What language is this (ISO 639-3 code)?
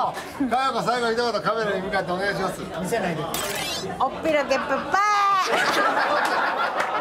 jpn